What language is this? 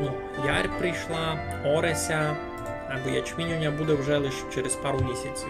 Rusyn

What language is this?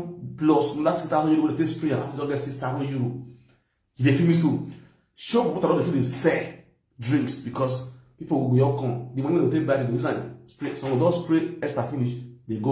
Nigerian Pidgin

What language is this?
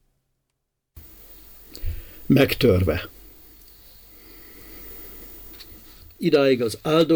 Hungarian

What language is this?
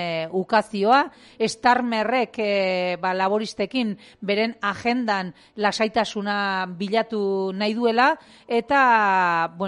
Basque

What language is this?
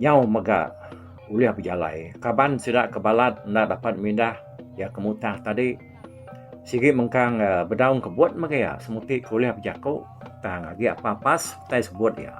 Iban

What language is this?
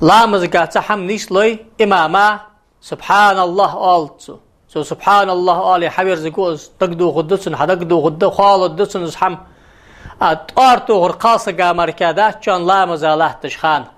Ingush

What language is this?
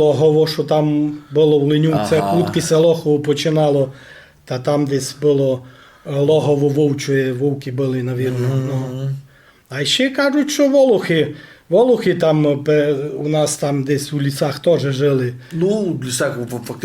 Rusyn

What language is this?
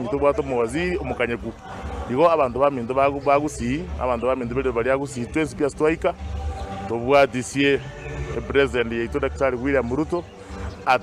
Gusii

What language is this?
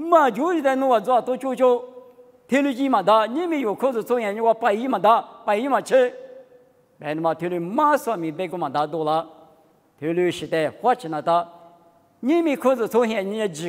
Lisu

